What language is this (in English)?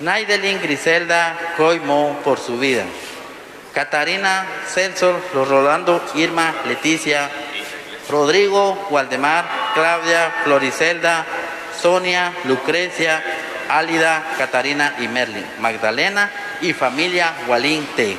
Kekchí